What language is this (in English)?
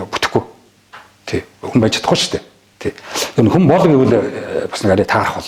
Mongolian